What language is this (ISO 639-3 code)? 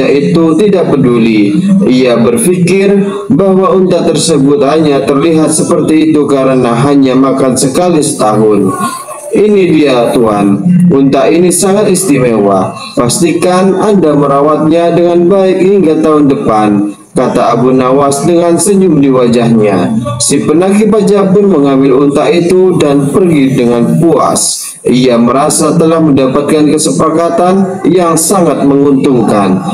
ind